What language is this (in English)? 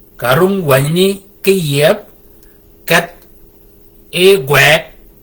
Shilluk